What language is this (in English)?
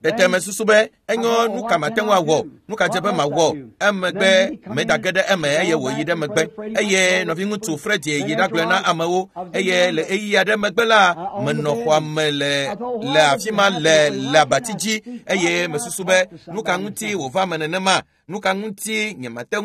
Ewe